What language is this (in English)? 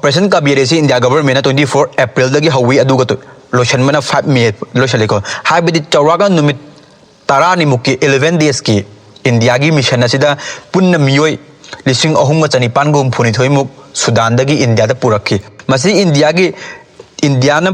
Manipuri